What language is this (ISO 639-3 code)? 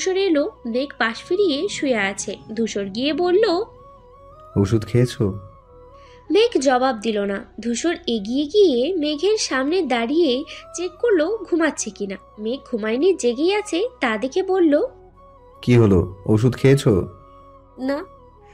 ben